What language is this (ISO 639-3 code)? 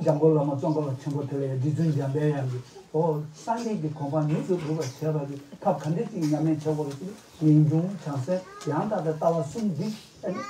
bod